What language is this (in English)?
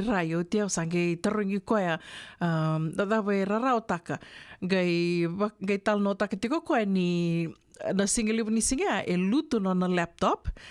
Fijian